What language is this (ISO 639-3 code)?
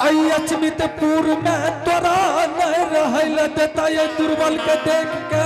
anp